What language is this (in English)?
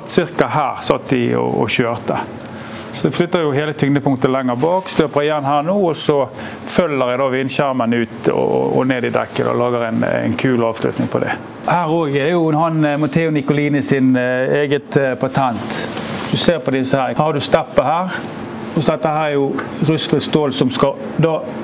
Norwegian